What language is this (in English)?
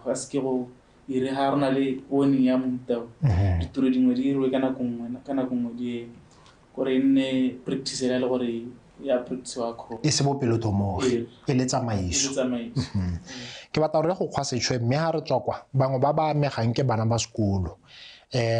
Tswana